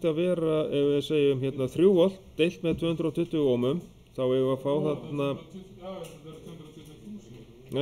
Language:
Icelandic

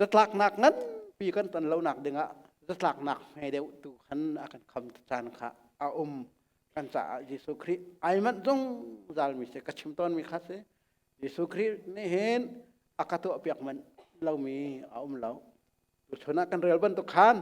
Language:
Hakha Chin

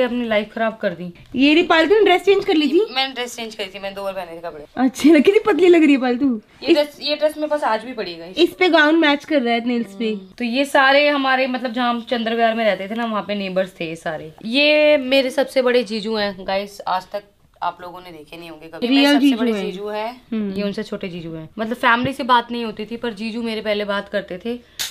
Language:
Hindi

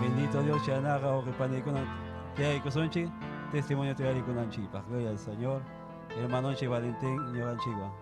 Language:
Ayacucho Quechua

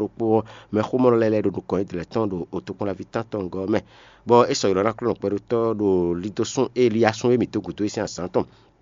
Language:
Fon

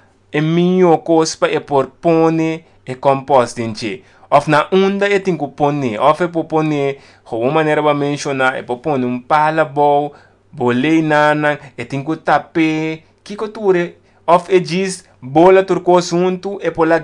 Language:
Papiamento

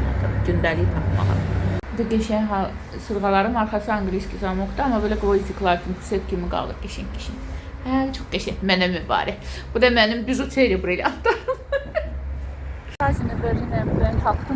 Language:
Azerbaijani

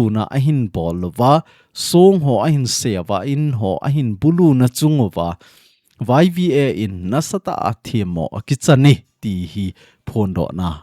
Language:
Thado Chin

